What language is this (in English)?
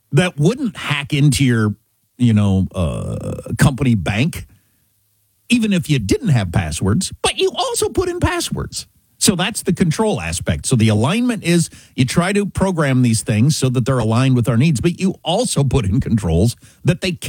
English